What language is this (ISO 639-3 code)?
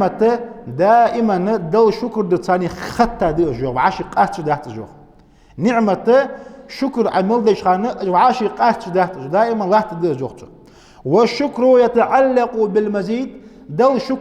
inh